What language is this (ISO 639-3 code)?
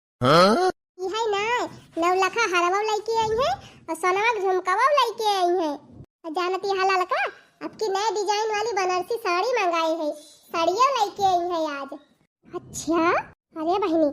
awa